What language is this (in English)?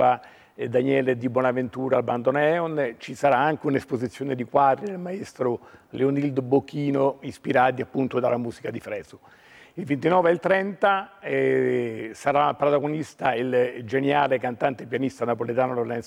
Italian